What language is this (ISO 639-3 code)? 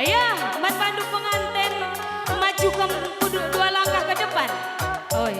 btx